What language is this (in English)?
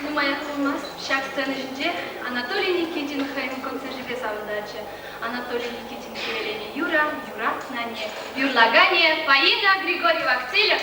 Chuvash